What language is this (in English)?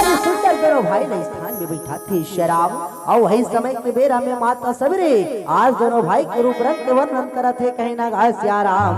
Chhattisgarhi